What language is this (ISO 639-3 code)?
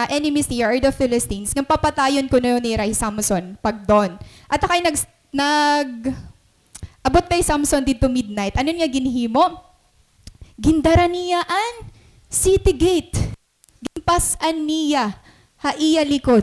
war